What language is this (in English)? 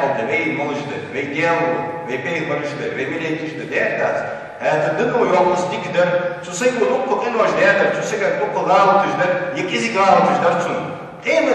Ingush